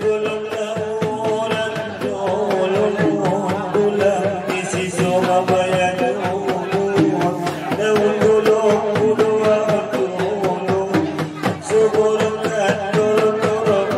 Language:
Batak Angkola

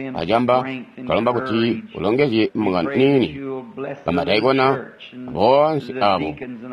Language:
Tonga (Zambia)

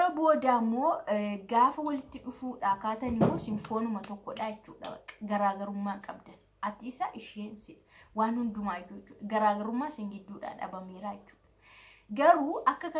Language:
Oromo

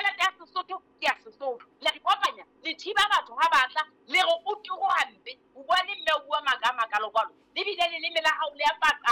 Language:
Southern Sotho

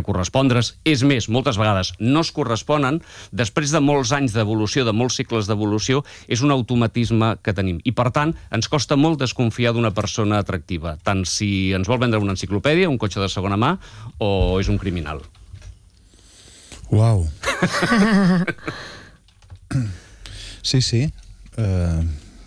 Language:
Catalan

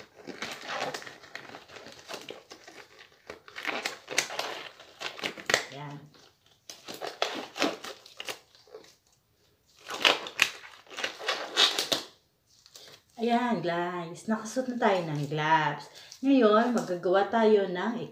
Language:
Filipino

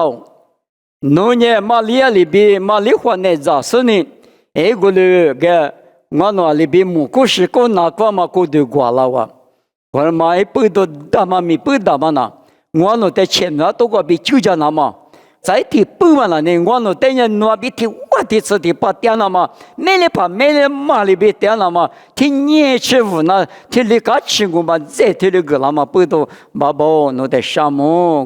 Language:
Lisu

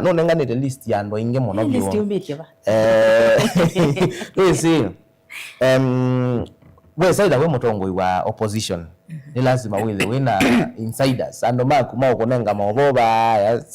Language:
Kamba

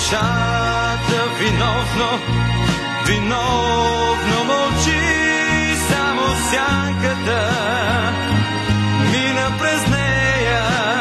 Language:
Bulgarian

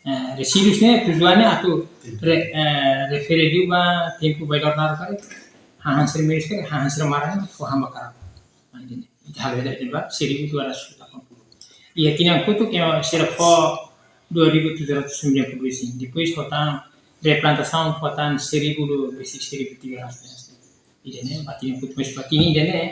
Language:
Tetum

